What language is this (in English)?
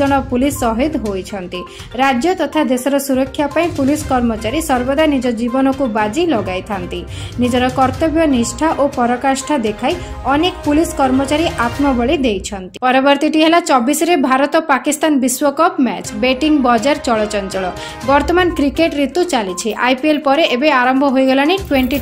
Odia